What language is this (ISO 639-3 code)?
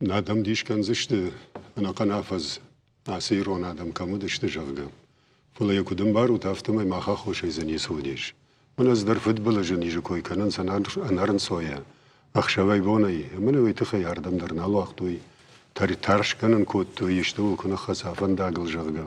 oss